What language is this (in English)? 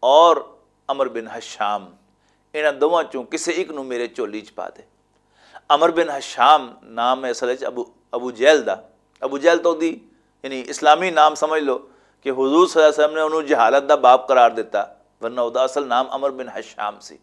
Western Panjabi